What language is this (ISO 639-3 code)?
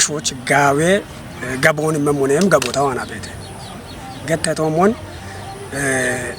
kbr